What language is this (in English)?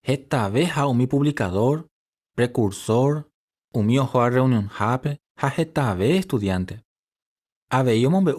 Guarani